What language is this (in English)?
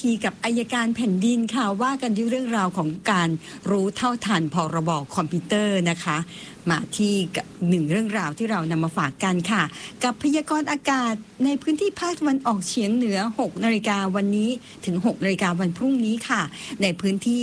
Thai